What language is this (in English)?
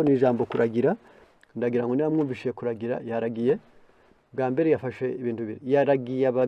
Kinyarwanda